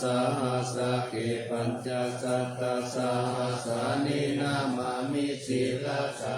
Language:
Pali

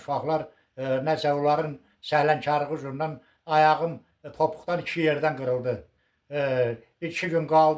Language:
Azerbaijani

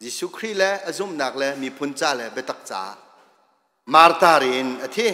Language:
Hakha Chin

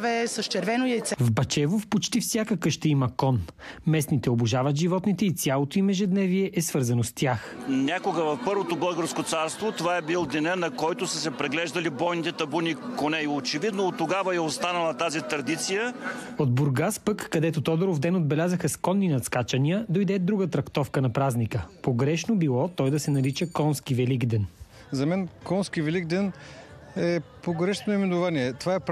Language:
Bulgarian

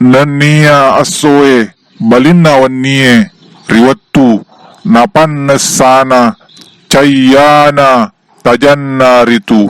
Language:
Buginese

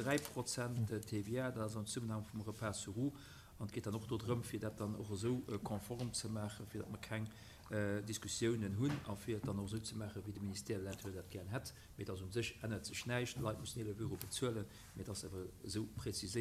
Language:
Luxembourgish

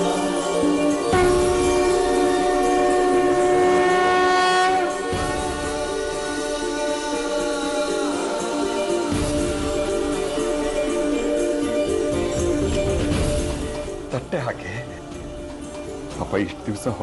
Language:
Kannada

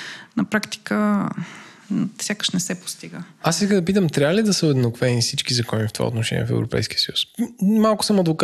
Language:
Bulgarian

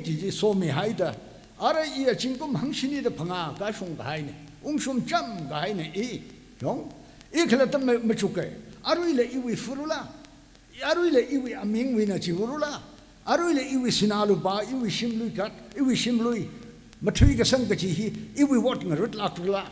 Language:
Tangkhul Naga (India)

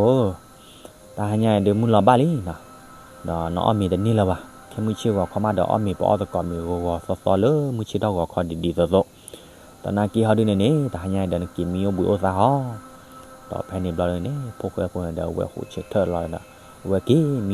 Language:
S'gaw Karen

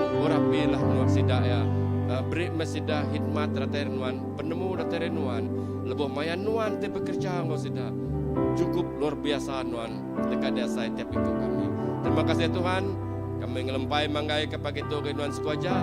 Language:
Iban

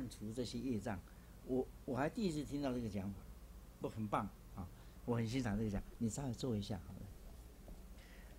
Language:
Chinese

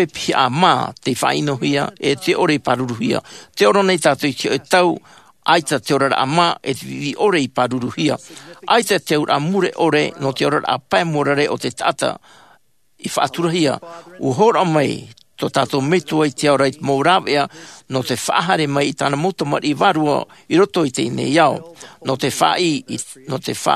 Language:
Tahitian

